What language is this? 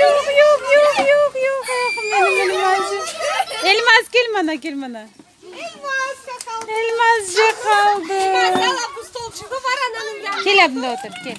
Crimean Tatar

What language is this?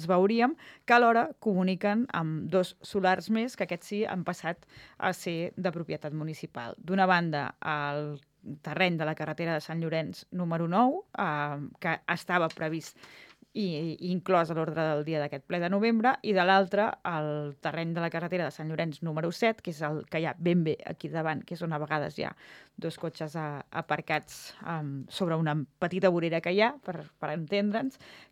Catalan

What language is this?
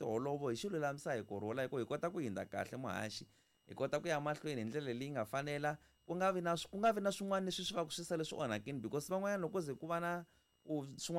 Tsonga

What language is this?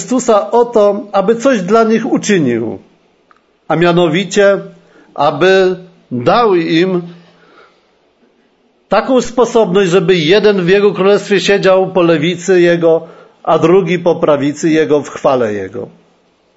Polish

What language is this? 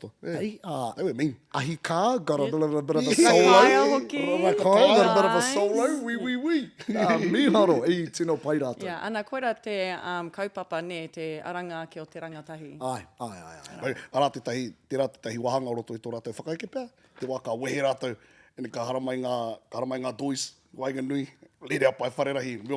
Māori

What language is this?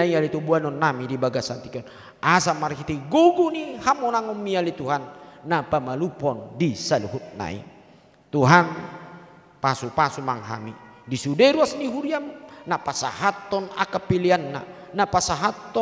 Batak Toba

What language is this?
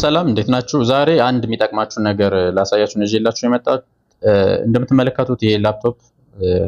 Amharic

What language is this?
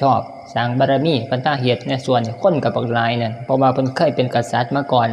Northeastern Thai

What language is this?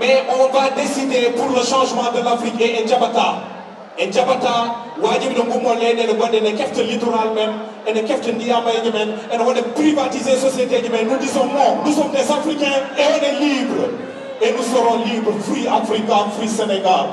Fula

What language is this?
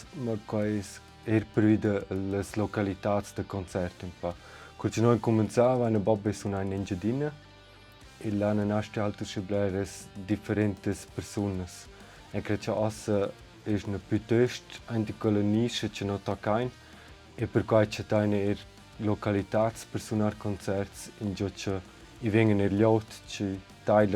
Romansh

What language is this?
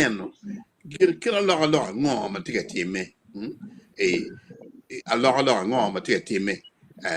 Acoli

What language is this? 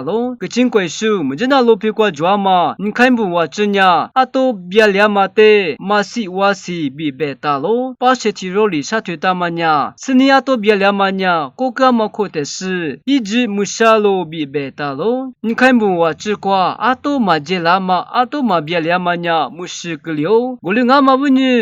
Lisu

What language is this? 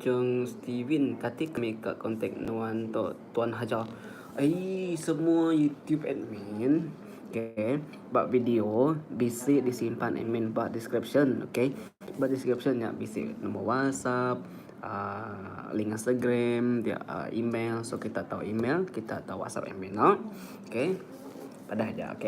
Iban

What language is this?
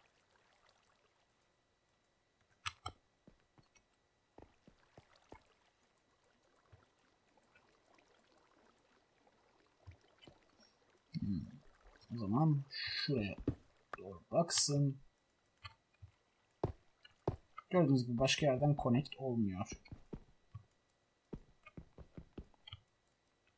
Turkish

